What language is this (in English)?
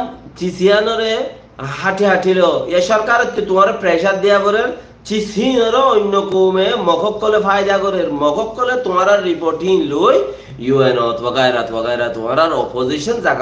Rohingya